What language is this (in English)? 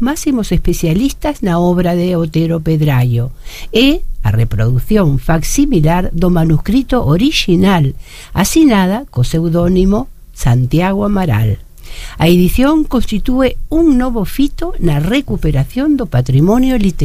Galician